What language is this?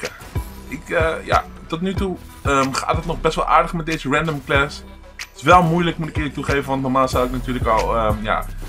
Dutch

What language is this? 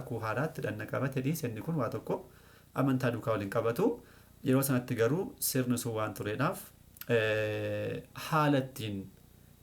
Oromo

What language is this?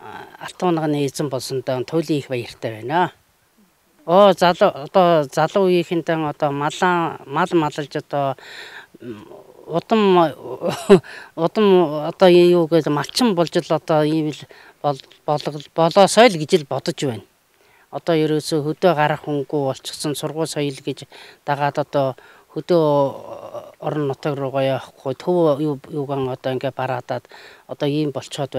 Mongolian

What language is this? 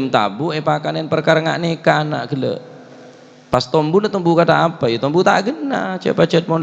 Madurese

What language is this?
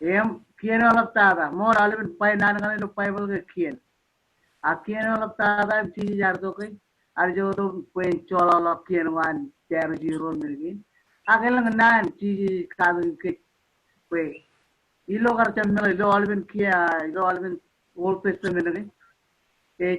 Marshallese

